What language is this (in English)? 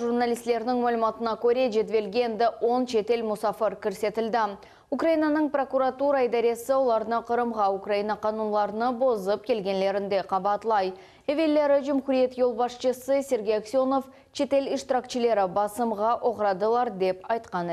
Crimean Tatar